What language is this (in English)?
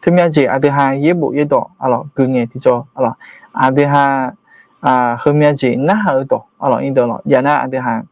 Akha